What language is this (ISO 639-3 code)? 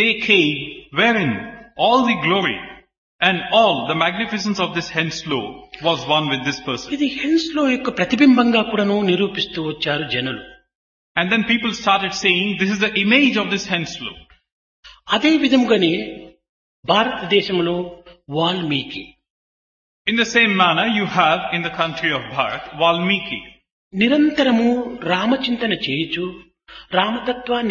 tel